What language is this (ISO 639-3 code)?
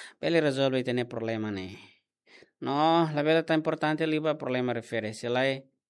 tet